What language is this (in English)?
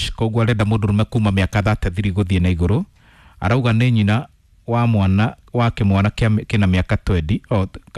Kikuyu